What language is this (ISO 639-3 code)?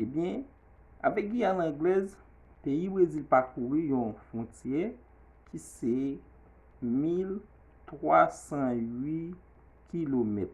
hat